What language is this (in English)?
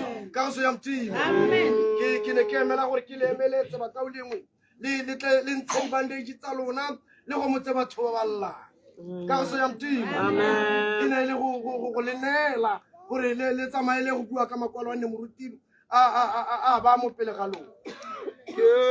Tswana